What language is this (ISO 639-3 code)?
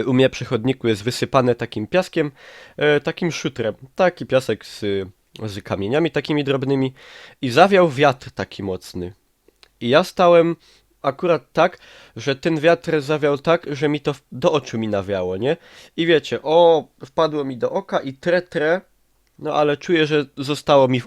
szl